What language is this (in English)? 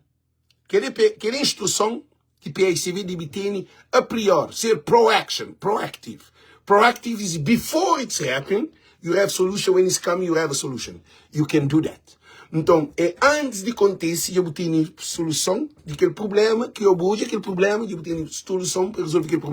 Kabuverdianu